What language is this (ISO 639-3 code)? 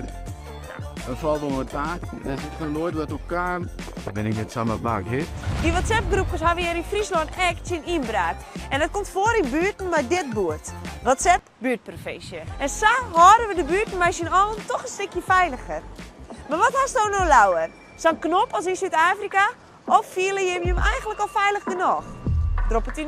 fry